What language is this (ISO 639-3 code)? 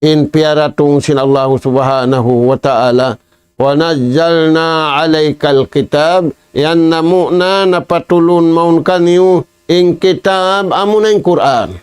tsg